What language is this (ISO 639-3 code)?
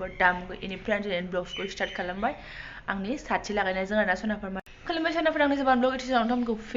brx